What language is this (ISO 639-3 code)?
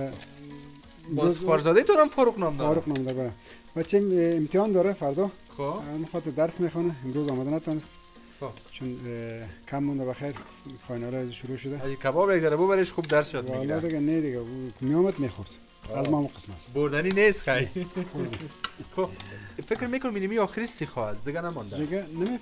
fas